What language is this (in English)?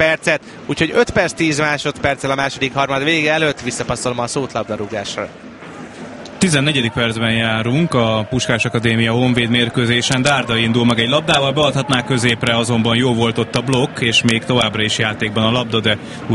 Hungarian